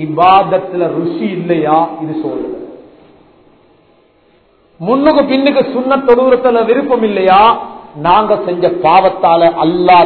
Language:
Tamil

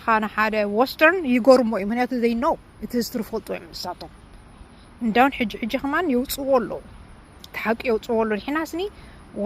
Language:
Tigrinya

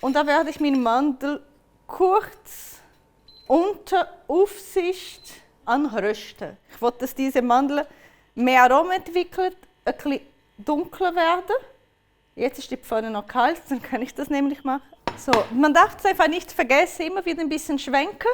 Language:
Swiss German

